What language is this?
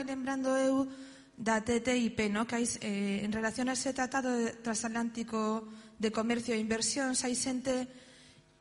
Galician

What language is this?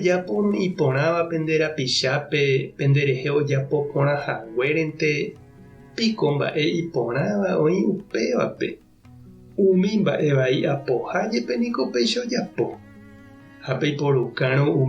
Guarani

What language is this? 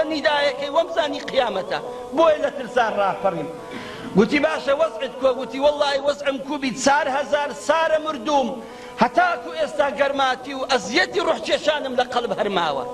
Central Kurdish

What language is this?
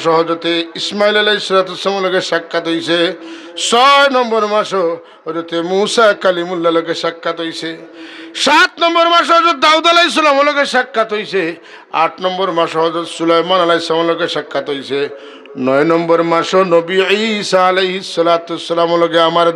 Sylheti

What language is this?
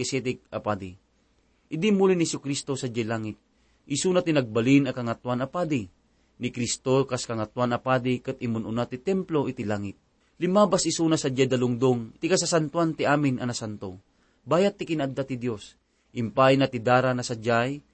Iloko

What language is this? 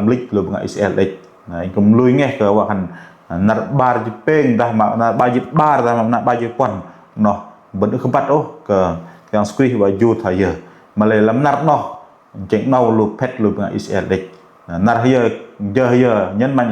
Bahnar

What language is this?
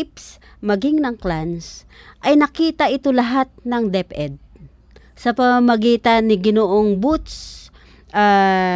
Filipino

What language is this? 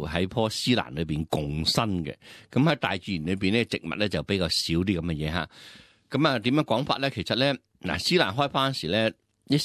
Cantonese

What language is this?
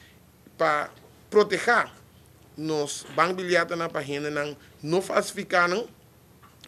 Papiamento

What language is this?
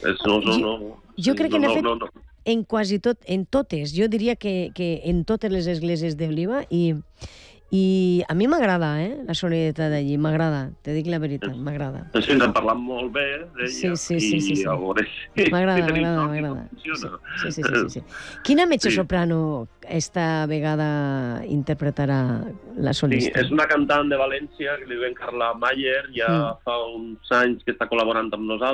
Catalan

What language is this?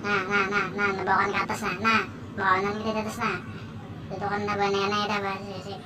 Banjar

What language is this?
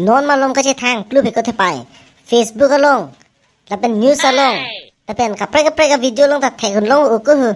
Karbi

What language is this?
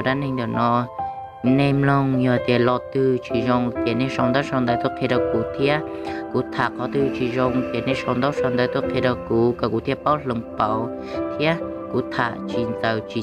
Hmong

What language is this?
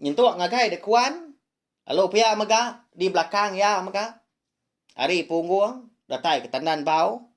Iban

